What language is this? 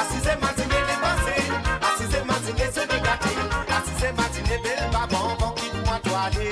Morisyen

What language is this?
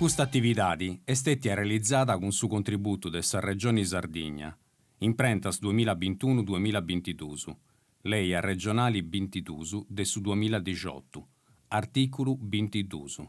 Sardinian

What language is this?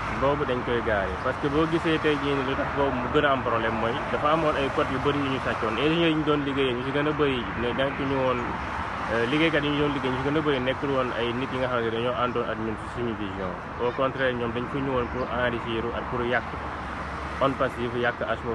Wolof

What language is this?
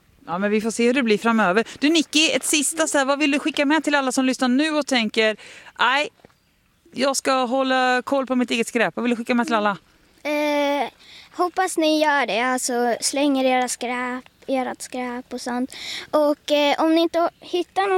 Swedish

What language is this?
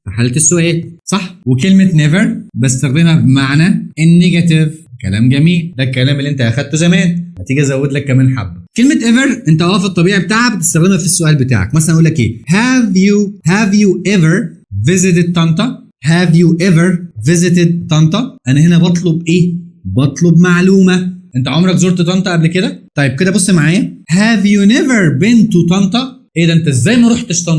Egyptian Arabic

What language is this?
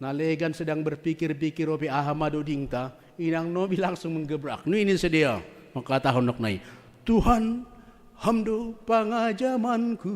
Batak Simalungun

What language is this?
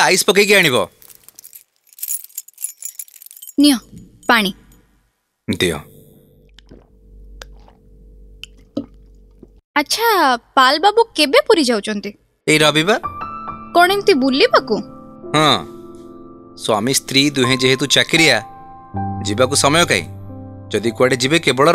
Odia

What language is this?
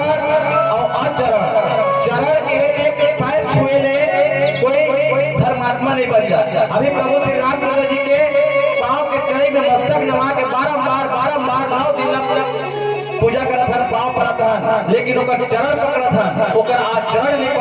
Chhattisgarhi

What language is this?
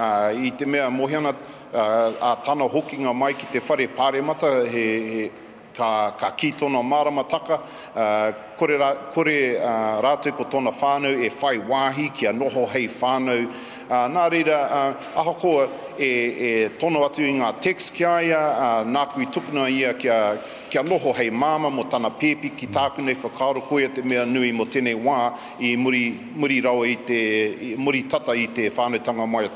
Māori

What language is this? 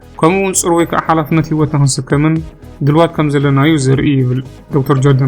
Tigrinya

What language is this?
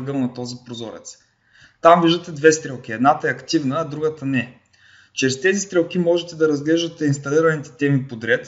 Bulgarian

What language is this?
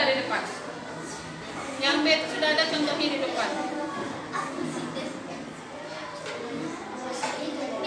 Indonesian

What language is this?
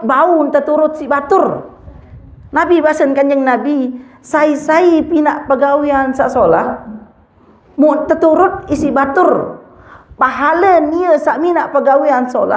Sasak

